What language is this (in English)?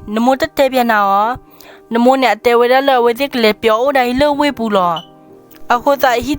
S'gaw Karen